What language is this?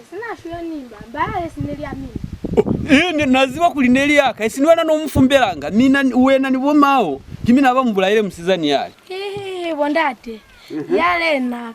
Lozi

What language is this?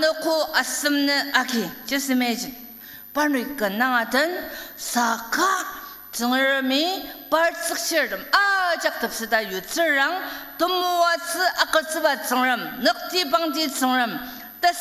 Ao Naga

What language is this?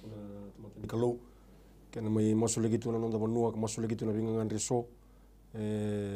Fijian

